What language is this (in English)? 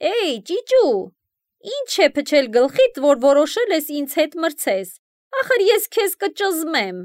Armenian